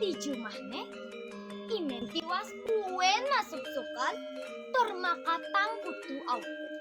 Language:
Balinese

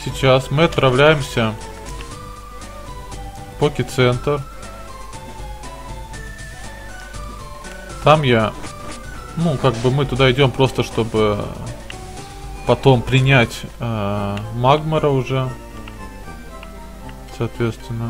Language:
Russian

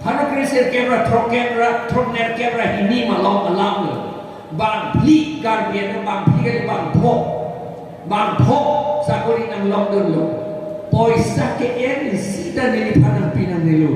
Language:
Karbi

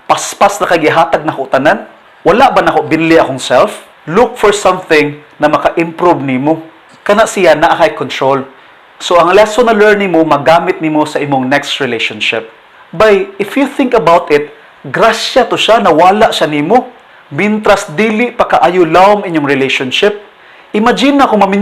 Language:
Cebuano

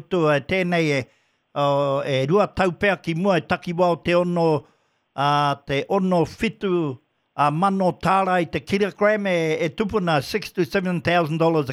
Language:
Māori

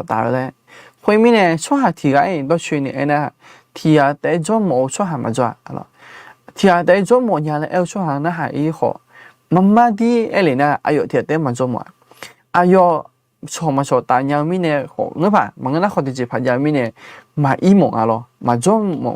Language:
Akha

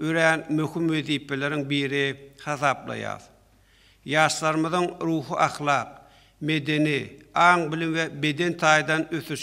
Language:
Turkmen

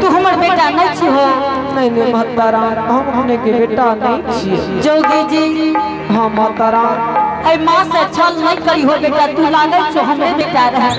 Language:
Angika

